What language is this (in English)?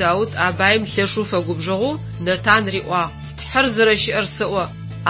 Adyghe